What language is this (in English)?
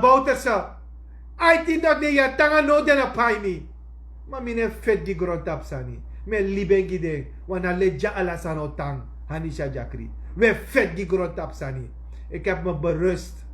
Sranan Tongo